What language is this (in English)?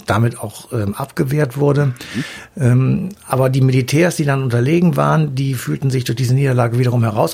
German